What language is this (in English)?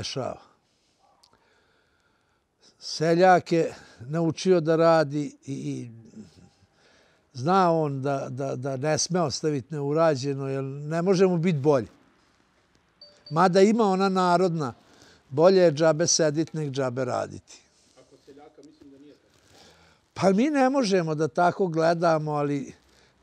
Serbian